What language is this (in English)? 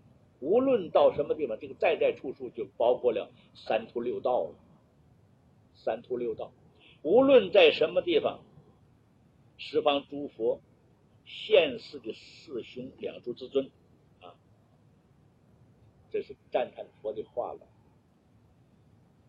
Chinese